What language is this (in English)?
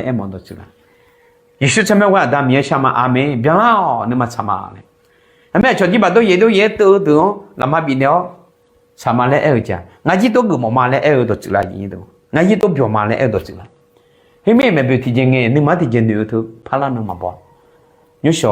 Akha